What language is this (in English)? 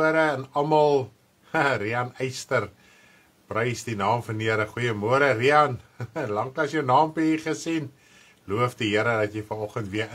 Afrikaans